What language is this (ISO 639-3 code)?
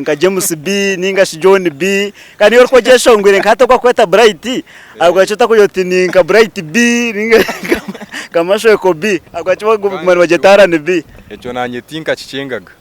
nyn